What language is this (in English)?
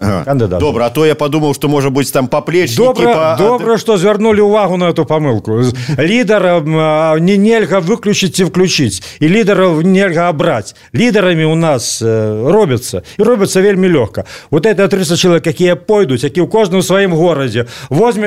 Belarusian